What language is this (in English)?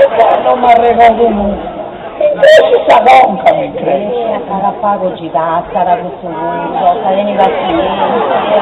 Sardinian